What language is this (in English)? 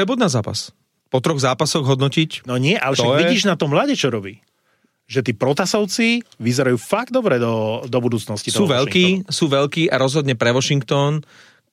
Slovak